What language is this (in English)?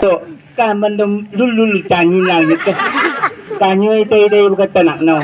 Chang Naga